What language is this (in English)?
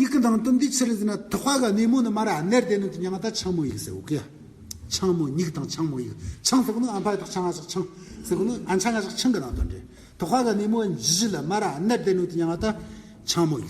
Amdo Tibetan